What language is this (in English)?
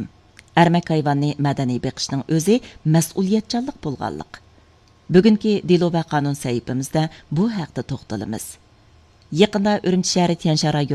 Uyghur